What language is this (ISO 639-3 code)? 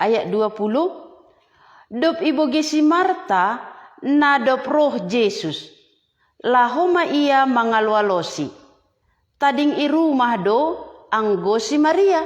bts